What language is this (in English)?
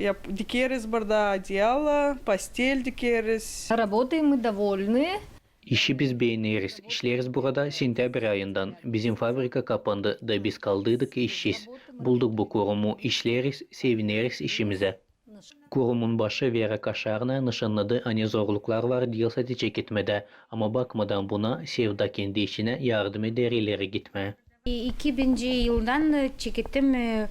Gagauz